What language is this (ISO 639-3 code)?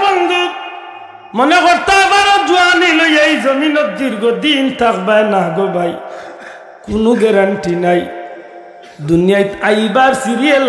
syl